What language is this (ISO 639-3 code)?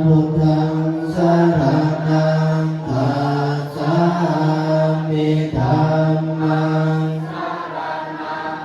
pli